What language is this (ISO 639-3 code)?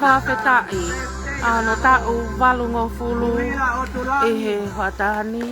ton